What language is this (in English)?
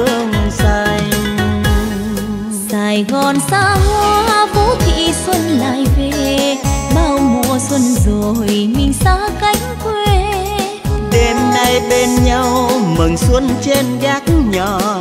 Vietnamese